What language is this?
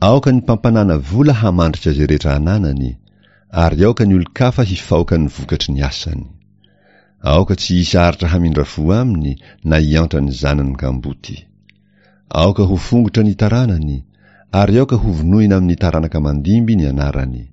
Malagasy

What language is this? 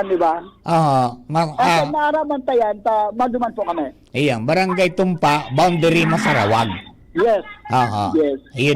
Bikol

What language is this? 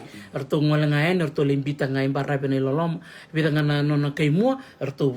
Fijian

